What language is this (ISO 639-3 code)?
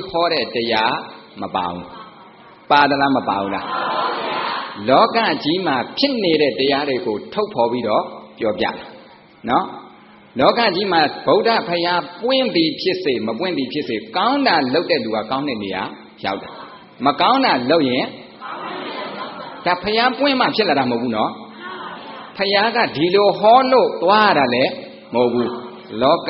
mya